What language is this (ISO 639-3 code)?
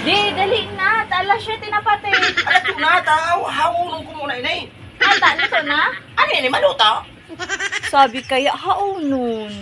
bik